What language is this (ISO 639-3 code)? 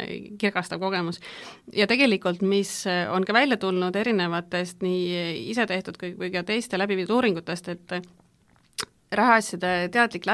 est